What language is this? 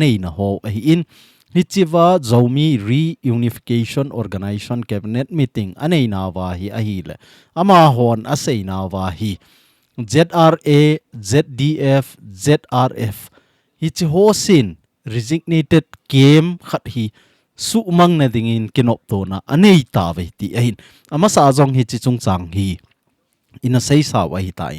Thado Chin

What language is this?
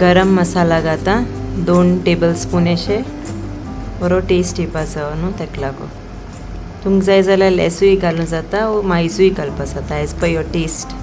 Konkani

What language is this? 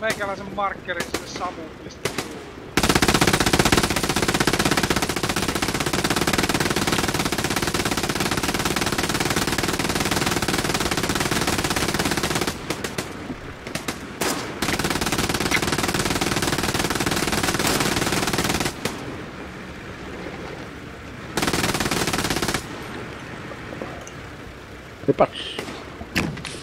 Finnish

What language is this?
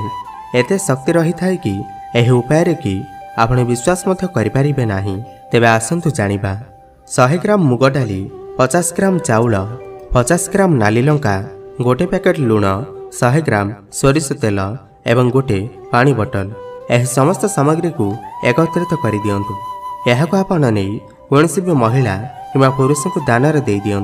Odia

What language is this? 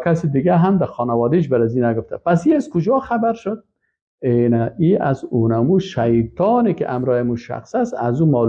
Persian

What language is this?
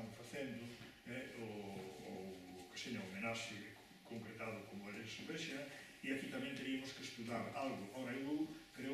Galician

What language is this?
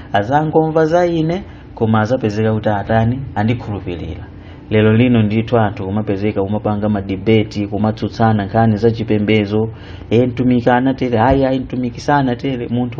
Nyanja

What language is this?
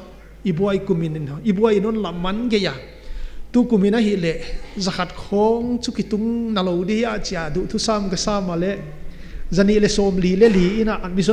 Paite Chin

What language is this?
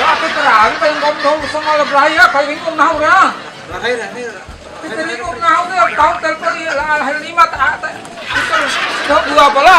Bima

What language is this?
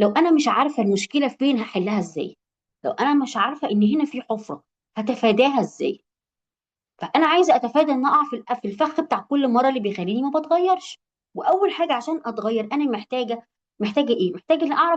Egyptian Arabic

